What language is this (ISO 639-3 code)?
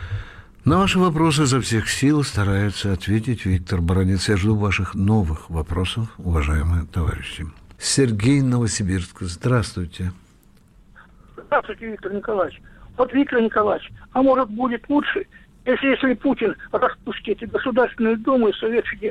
rus